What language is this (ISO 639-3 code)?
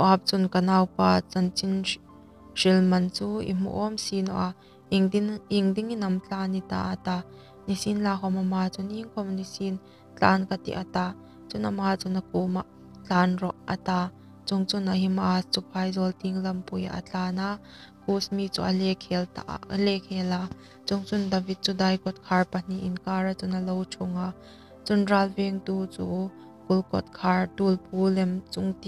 hmr